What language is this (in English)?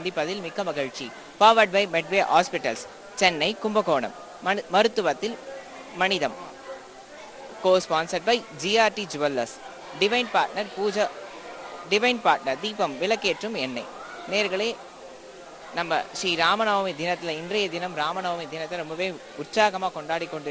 Tamil